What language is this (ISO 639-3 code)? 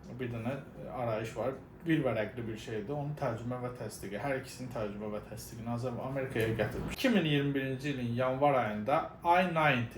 aze